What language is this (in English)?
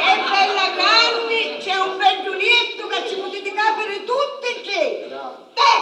Sicilian